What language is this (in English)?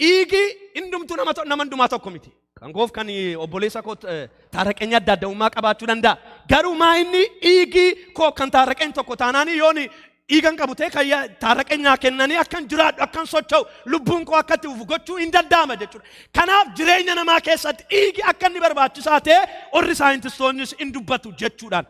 Oromo